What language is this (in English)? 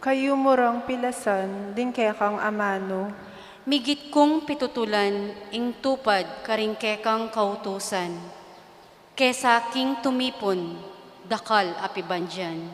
Pampanga